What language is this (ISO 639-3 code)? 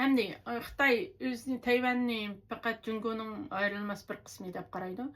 uig